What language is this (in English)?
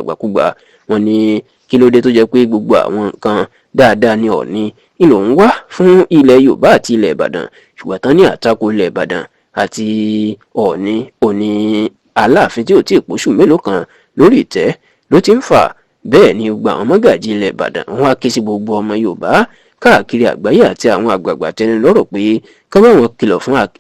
Yoruba